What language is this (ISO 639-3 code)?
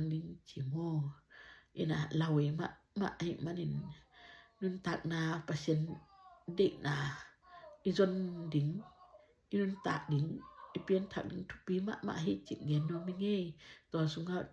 ctd